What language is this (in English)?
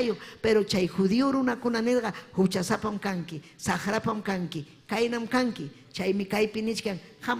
Ayacucho Quechua